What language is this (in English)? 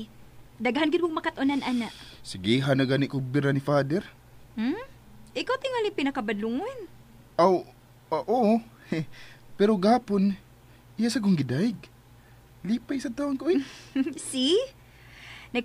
Cebuano